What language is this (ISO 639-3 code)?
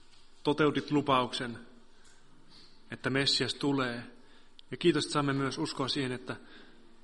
fin